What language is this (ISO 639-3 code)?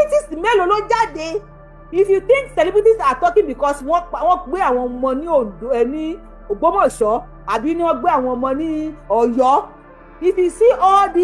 yor